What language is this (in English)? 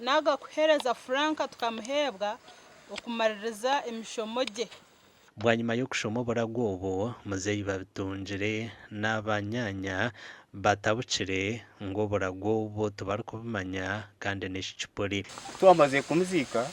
Nyankole